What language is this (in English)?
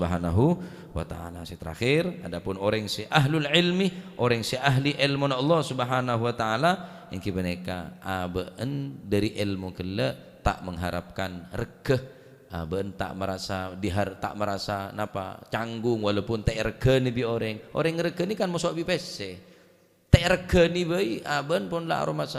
Madurese